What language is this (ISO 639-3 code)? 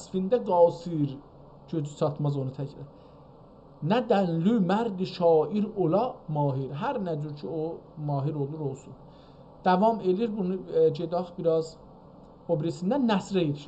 azb